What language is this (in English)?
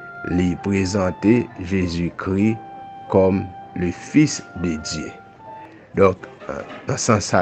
Haitian Creole